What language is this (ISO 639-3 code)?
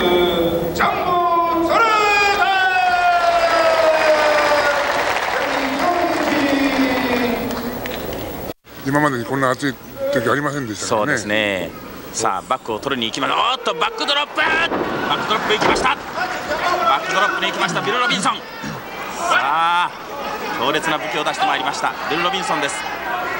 jpn